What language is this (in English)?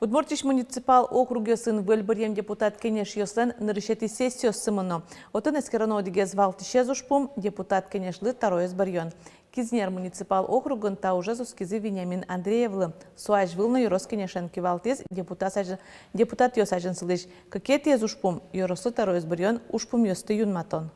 Udmurt